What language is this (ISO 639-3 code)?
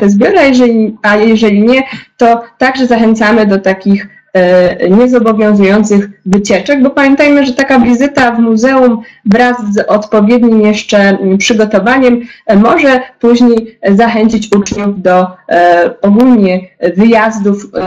pol